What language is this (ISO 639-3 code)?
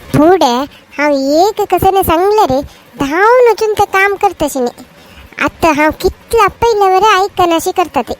kok